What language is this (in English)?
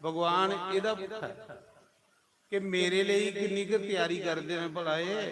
Dogri